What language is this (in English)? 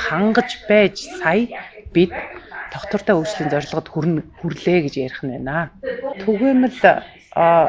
Mongolian